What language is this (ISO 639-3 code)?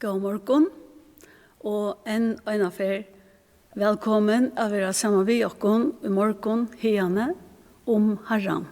fao